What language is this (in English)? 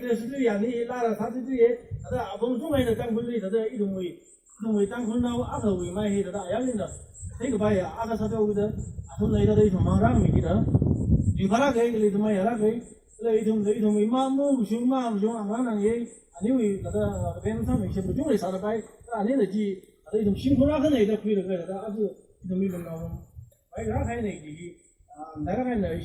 Tangkhul Naga (India)